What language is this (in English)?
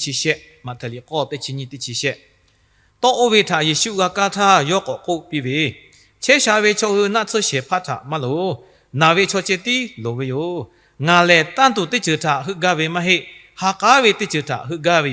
Lahu